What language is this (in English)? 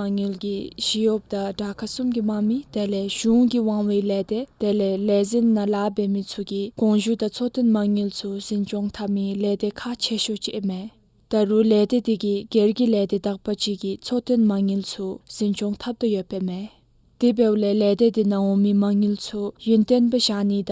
Dzongkha